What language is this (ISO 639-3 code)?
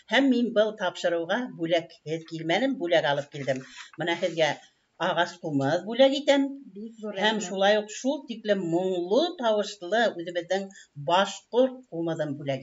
bak